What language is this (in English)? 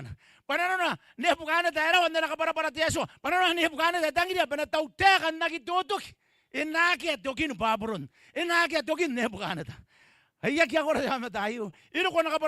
Gilbertese